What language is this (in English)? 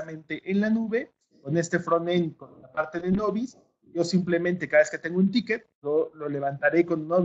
Spanish